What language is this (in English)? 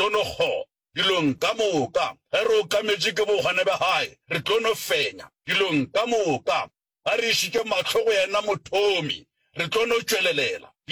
Northern Sotho